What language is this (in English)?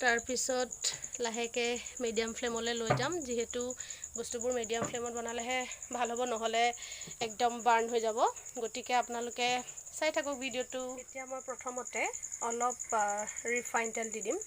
Assamese